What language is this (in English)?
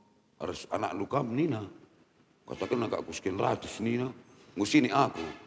Batak Karo